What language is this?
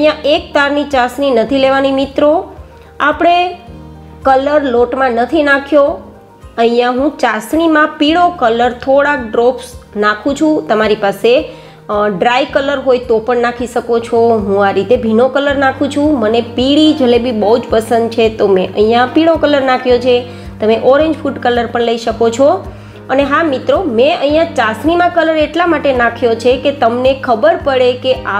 Gujarati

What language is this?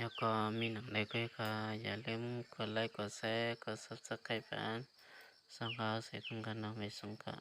Shan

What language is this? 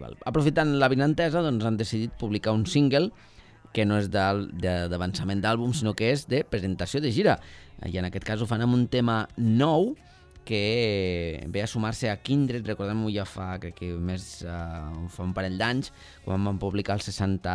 Catalan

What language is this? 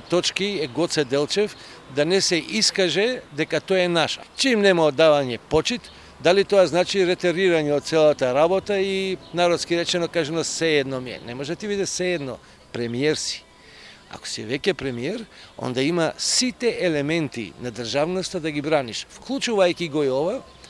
Macedonian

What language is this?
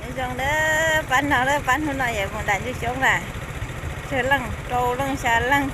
Hmong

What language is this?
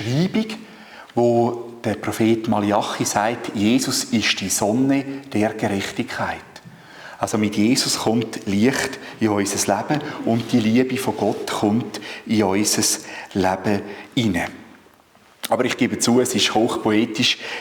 Swiss German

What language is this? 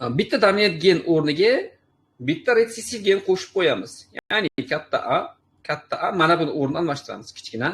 Uzbek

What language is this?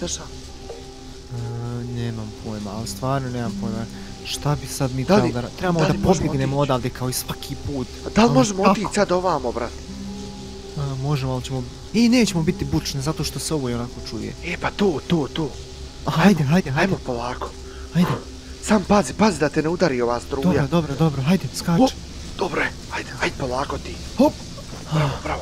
Bosnian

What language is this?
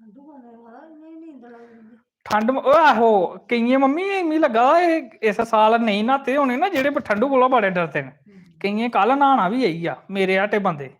Dogri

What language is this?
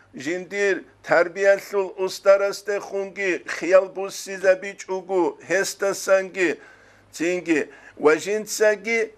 Avaric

